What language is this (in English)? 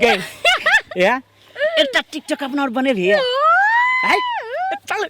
Maithili